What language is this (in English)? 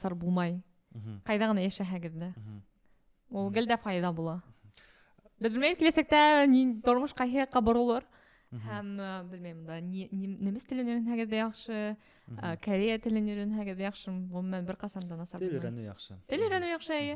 Bashkir